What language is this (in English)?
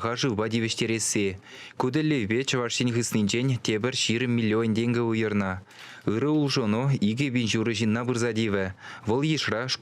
Chuvash